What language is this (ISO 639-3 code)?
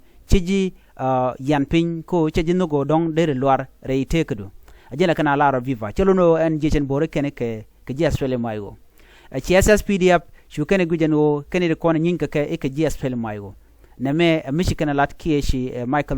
nus